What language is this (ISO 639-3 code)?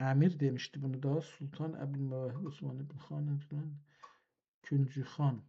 azb